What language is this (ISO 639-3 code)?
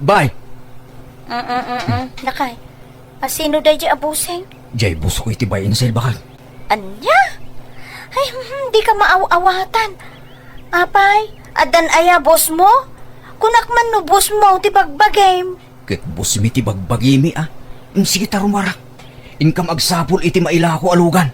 ilo